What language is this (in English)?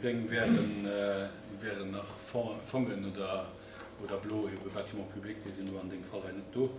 Luxembourgish